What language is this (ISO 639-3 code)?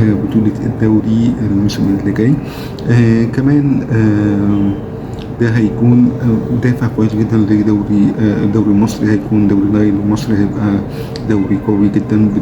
arz